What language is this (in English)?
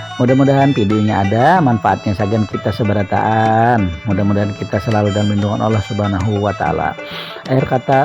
Banjar